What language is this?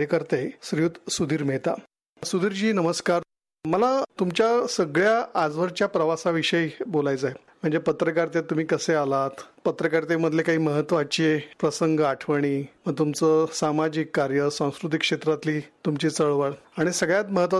Marathi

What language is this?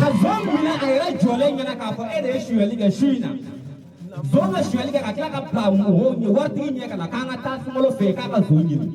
Bambara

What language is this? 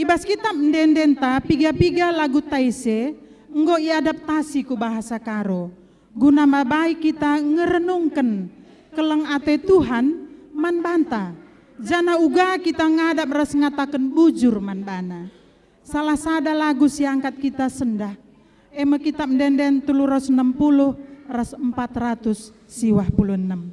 Batak Karo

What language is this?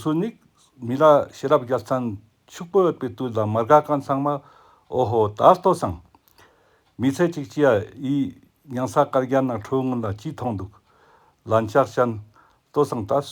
Ladakhi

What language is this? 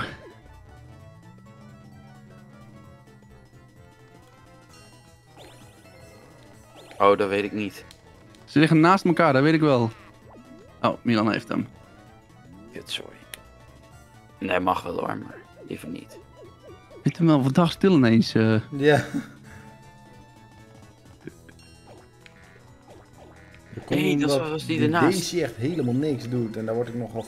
Dutch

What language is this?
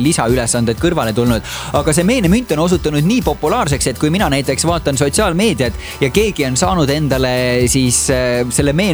Estonian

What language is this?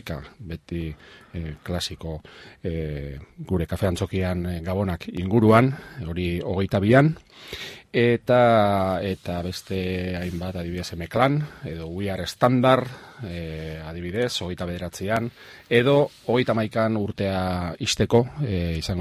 Basque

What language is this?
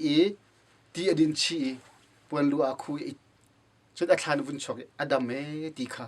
Hakha Chin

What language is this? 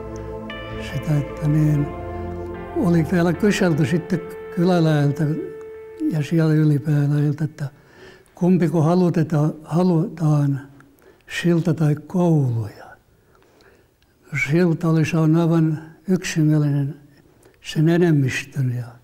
Finnish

